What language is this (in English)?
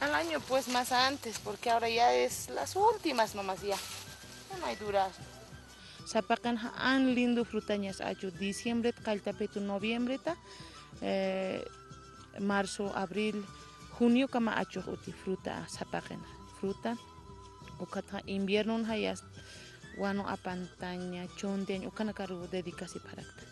Aymara